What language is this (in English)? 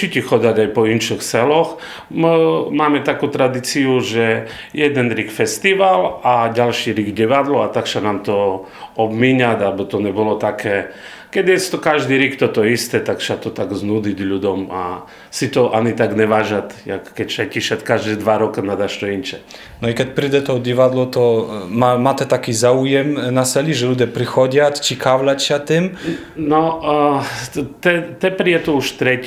Rusyn